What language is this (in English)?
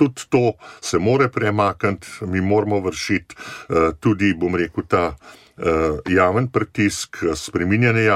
Slovenian